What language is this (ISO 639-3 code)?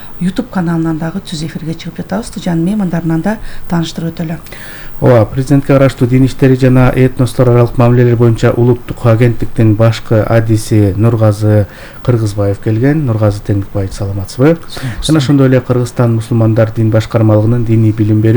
kir